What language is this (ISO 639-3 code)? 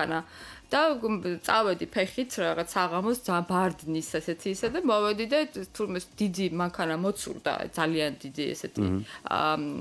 kat